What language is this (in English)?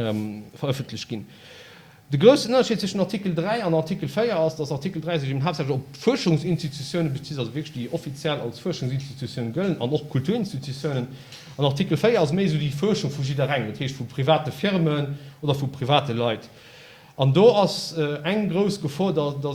Luxembourgish